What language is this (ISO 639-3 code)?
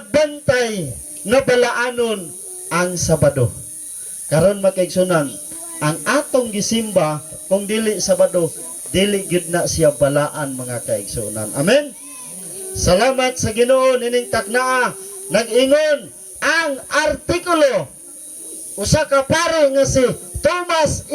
ceb